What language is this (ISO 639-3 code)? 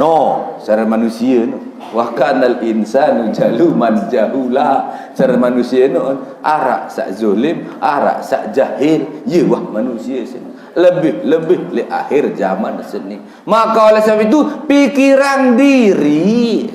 sas